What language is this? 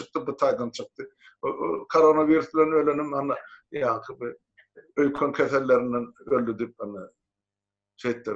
Turkmen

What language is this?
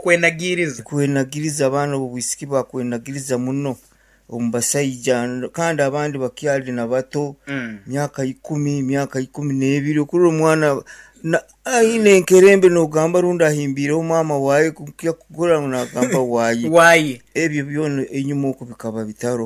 Nyankole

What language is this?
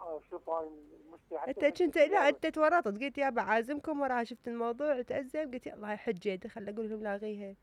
Mesopotamian Arabic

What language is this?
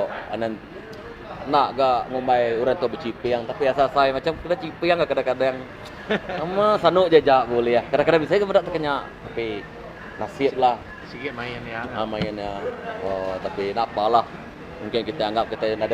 Iban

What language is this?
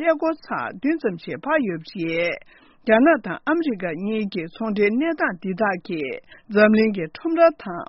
Tibetan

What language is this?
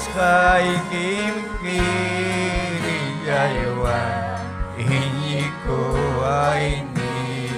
Ayacucho Quechua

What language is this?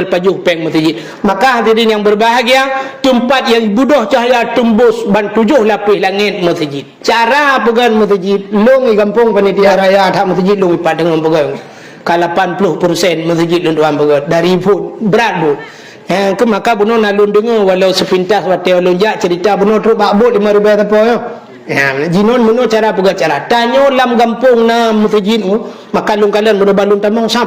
Achinese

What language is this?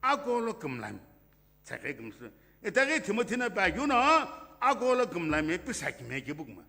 Sumi Naga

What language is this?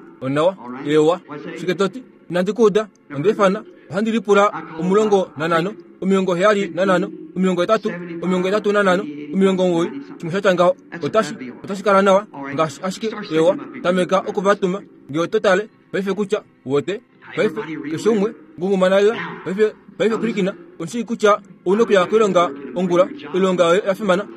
Kuanyama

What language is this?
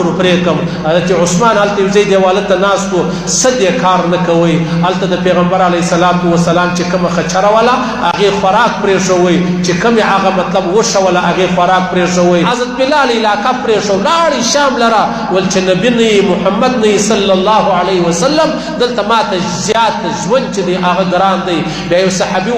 Pashto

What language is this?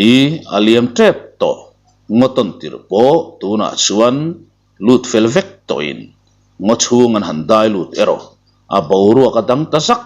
Mizo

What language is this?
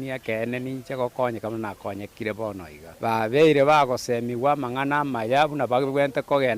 Gusii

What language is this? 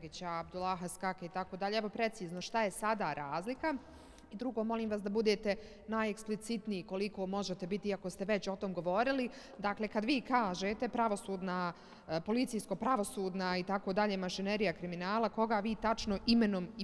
Bosnian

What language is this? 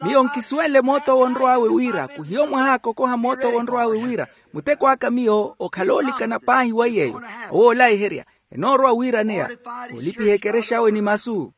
Makhuwa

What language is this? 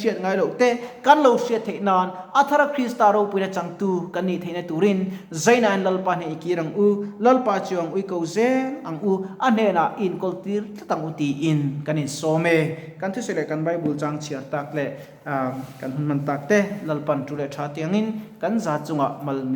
Mizo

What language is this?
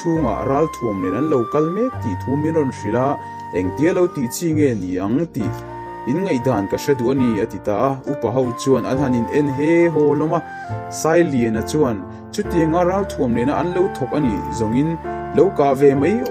Mizo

